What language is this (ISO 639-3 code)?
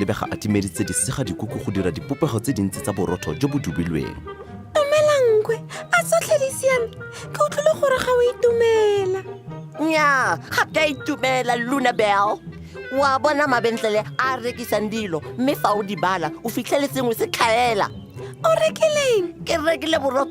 tsn